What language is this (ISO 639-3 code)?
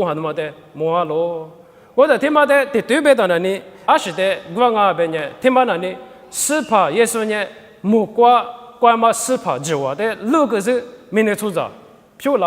lis